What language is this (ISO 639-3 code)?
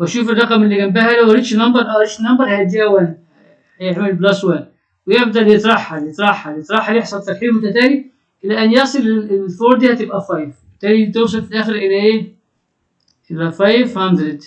arz